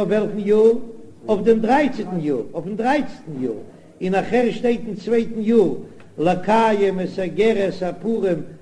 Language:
Yiddish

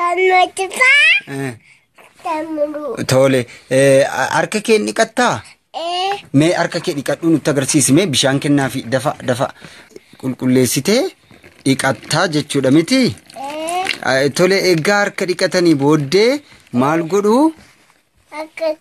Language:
Oromo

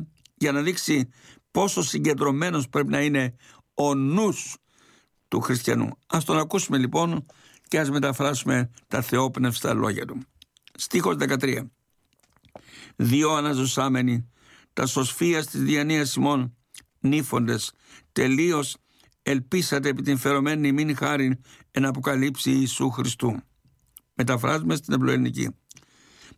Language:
Greek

